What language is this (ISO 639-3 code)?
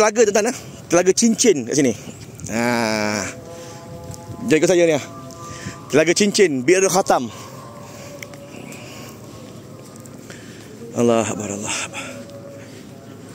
msa